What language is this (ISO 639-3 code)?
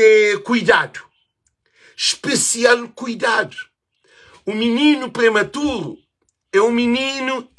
kea